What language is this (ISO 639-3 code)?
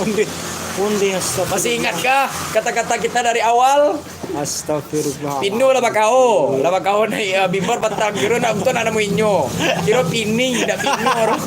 min